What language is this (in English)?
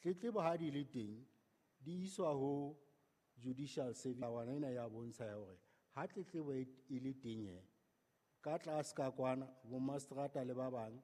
Southern Sotho